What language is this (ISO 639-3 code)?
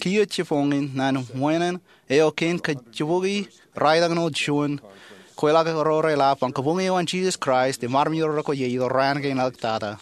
mah